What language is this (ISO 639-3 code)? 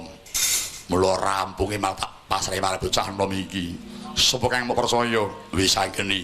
jav